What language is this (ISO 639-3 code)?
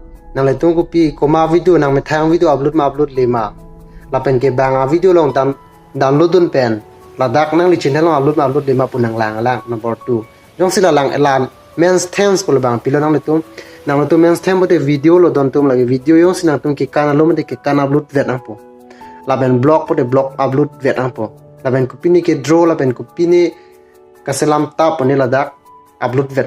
mjw